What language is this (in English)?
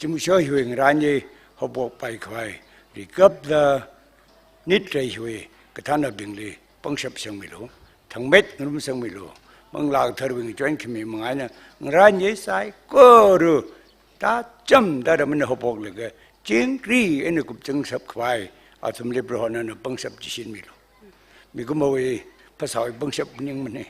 Tangkhul Naga (India)